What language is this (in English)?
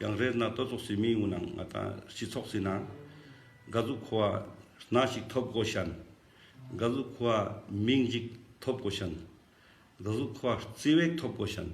Ladakhi